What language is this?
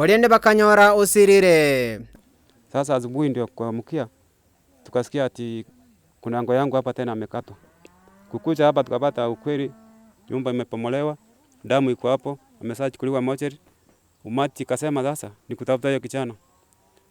Gusii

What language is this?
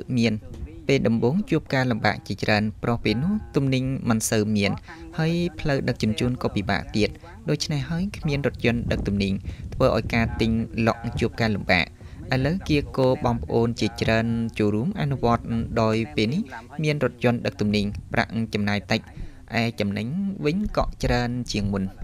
Khmer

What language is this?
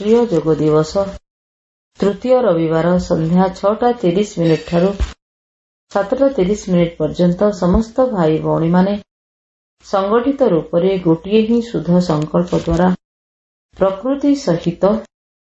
Odia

